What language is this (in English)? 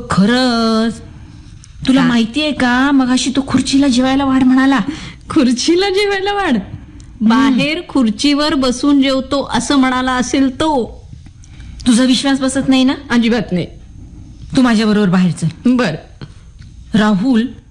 Marathi